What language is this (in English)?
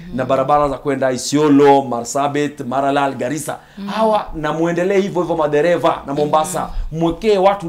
Swahili